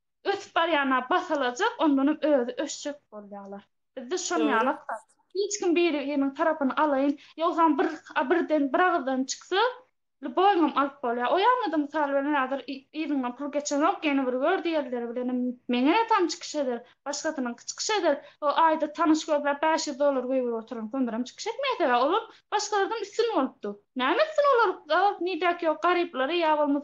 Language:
Turkmen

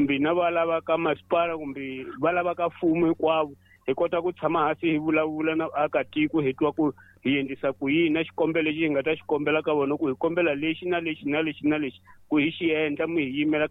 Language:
Tsonga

